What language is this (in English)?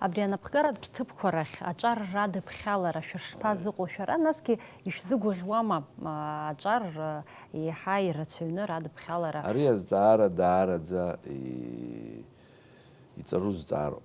Abkhazian